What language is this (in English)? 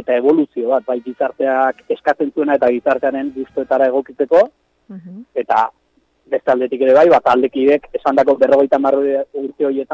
Basque